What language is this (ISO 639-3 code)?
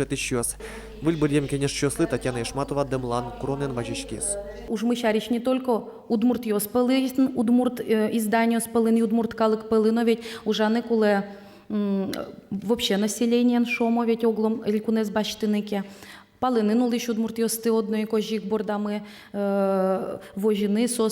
udm